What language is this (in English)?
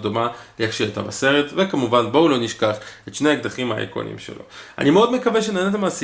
Hebrew